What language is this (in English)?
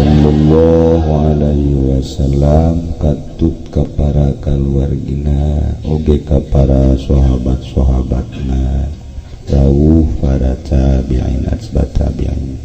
Sundanese